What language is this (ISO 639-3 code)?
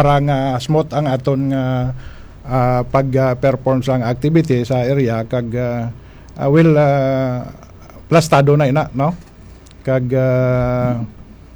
hil